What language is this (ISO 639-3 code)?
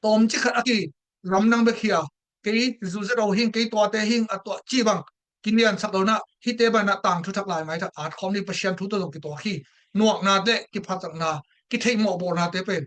ctd